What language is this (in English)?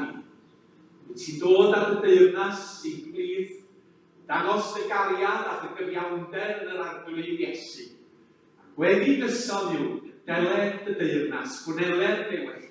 Welsh